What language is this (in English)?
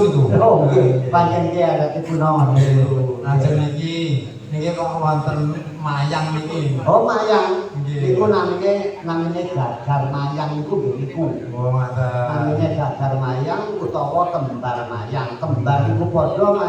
Javanese